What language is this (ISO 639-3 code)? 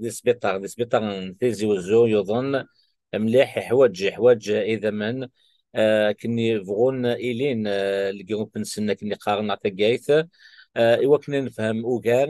kab